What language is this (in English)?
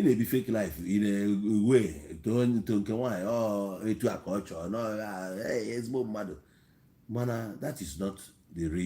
Igbo